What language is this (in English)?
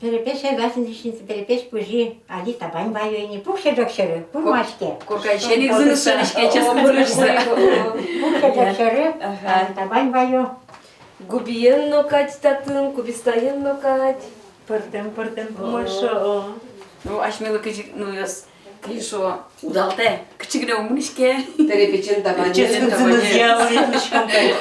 Udmurt